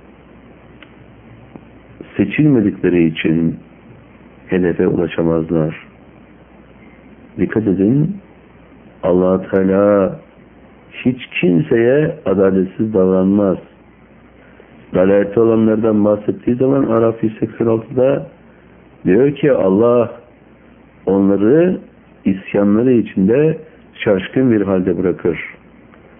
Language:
Turkish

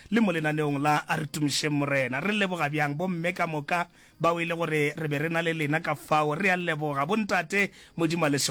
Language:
Northern Sotho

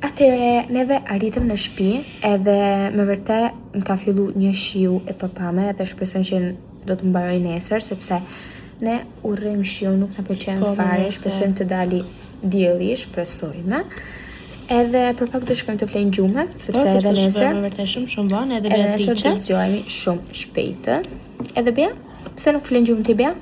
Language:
Albanian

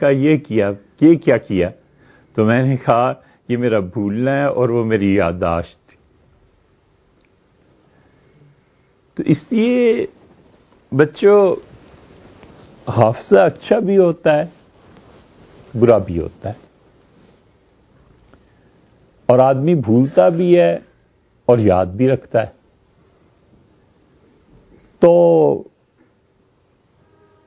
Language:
Urdu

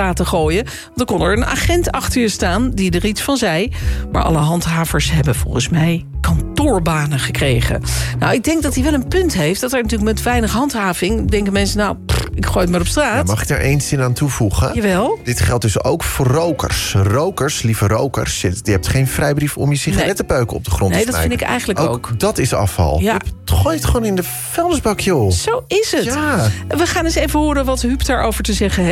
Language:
Dutch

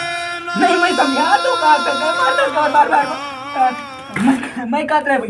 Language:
Chhattisgarhi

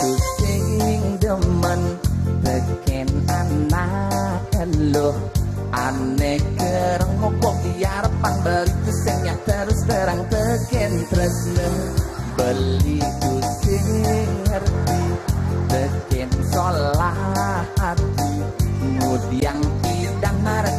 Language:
Balinese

